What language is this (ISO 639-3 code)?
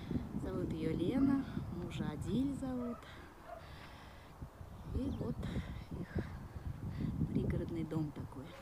rus